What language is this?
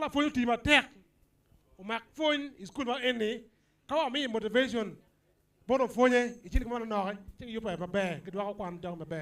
Acoli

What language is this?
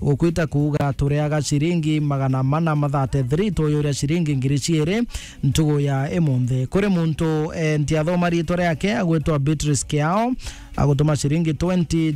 Meru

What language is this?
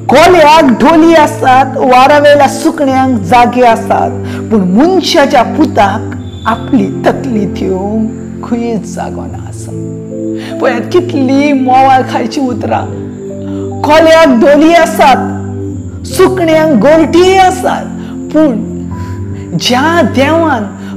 Konkani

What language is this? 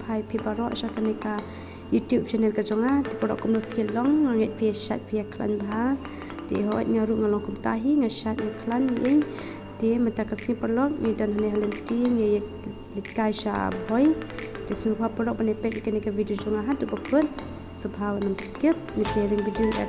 Khasi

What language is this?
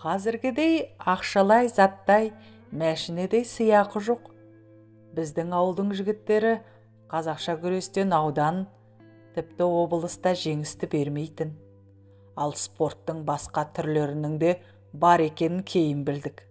Kazakh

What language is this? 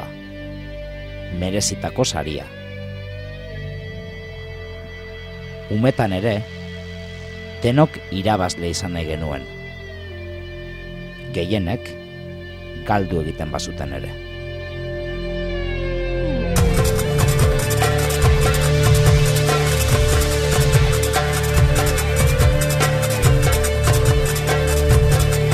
Basque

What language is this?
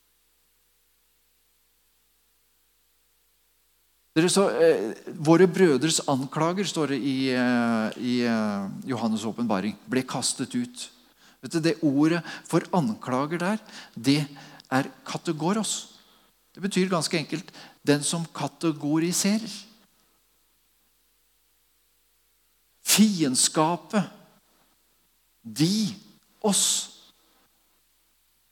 Norwegian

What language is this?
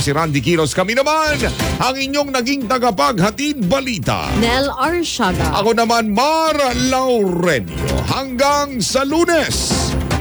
Filipino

